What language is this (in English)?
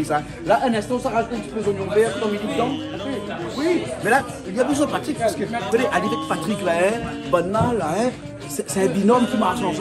Réunion Creole French